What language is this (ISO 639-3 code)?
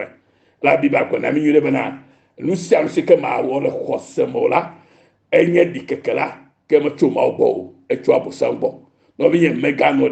ewe